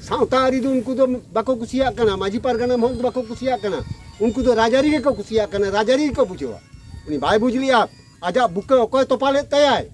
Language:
Santali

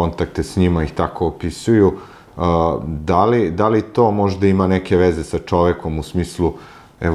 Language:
Serbian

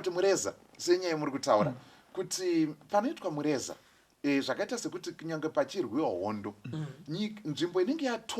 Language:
Shona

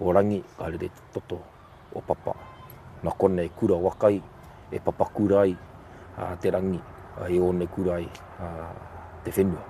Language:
Māori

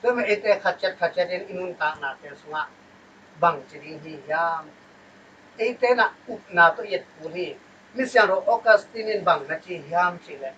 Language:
Tedim Chin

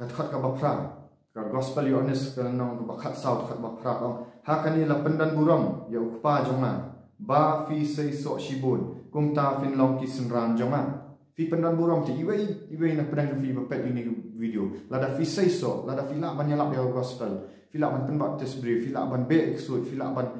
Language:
Khasi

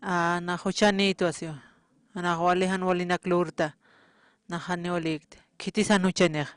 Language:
Aymara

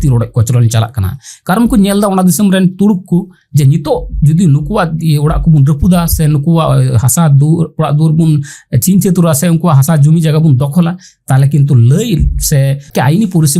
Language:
Santali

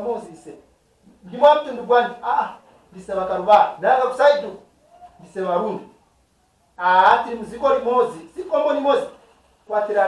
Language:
Nyanja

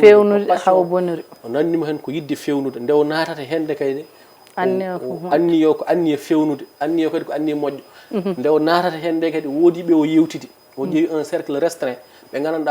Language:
Fula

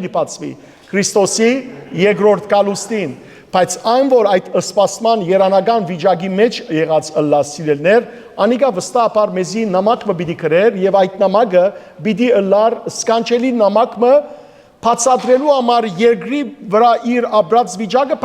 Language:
Western Armenian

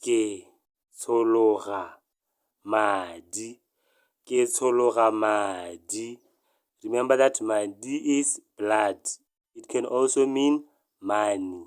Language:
Tswana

